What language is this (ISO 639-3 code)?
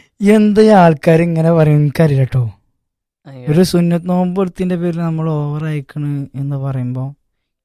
mal